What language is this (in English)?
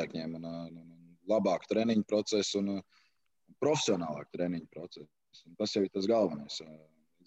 Latvian